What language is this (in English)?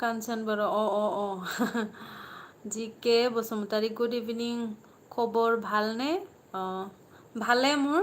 Bodo